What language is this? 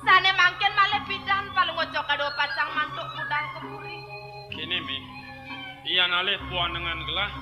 Balinese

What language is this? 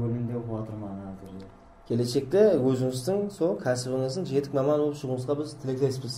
Kara-Kalpak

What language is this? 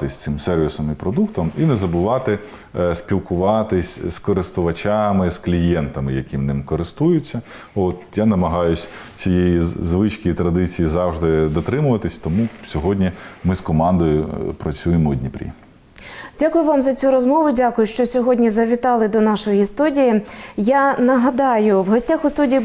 Ukrainian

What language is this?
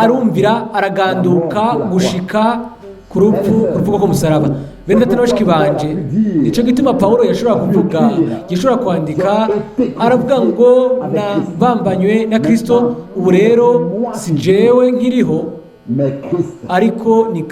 Rundi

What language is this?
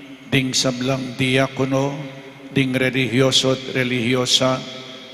Pampanga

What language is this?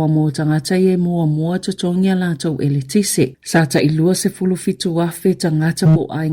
Samoan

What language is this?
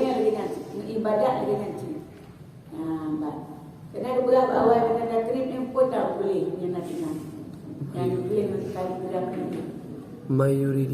Achinese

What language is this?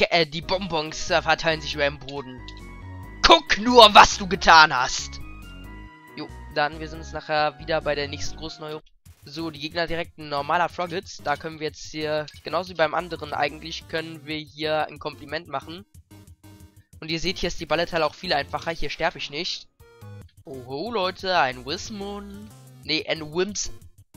German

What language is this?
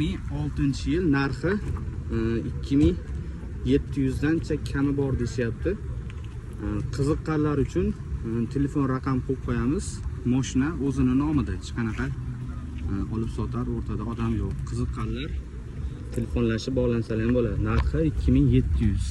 Uzbek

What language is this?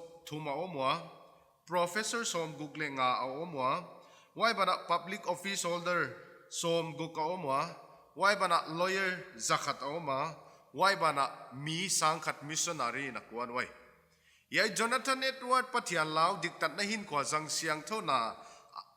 Paite Chin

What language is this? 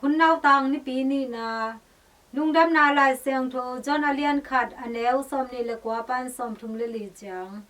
Tedim Chin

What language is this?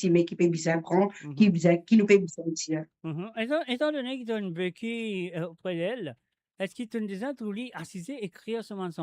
Morisyen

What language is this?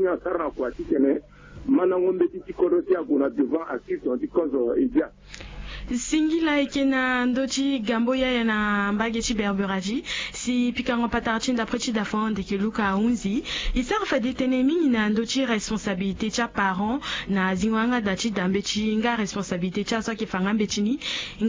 Sango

